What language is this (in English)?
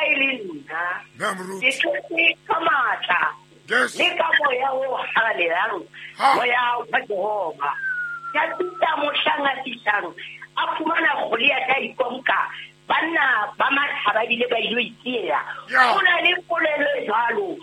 Southern Sotho